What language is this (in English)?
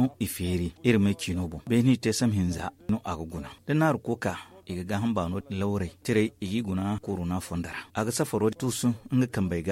Zarma